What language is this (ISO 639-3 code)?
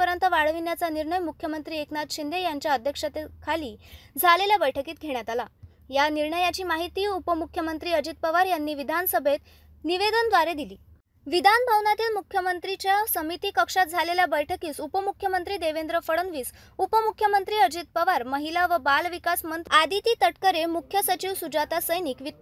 mar